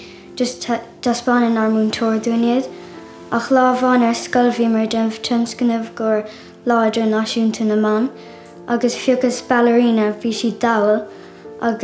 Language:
Irish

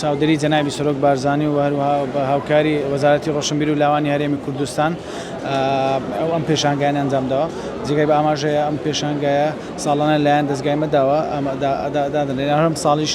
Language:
Central Kurdish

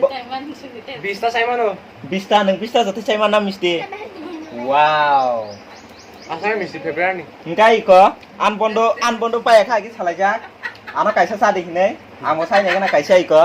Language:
Kok Borok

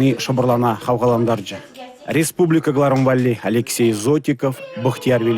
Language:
Chuvash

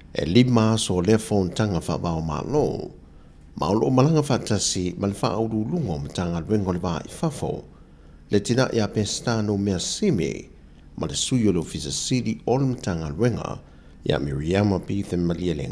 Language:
Samoan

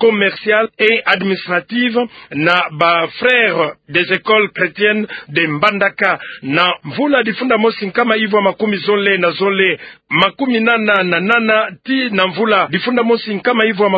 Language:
Kituba (Democratic Republic of Congo)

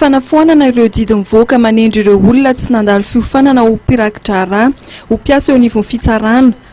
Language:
Malagasy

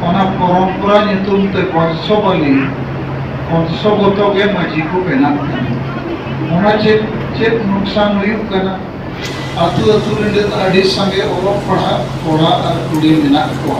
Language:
Santali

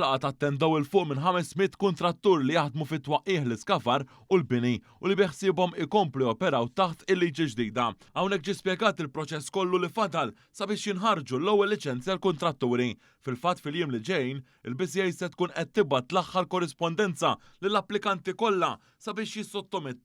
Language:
Maltese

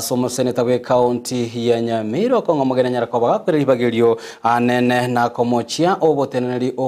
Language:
Gusii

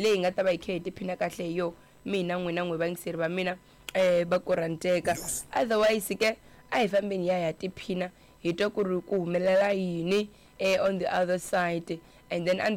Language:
Tsonga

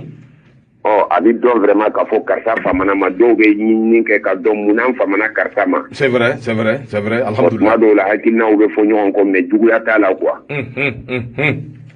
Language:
Bambara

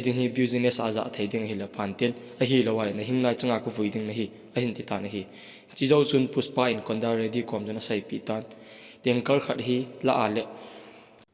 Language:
Thado Chin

